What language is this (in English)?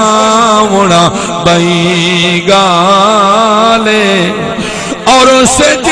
Saraiki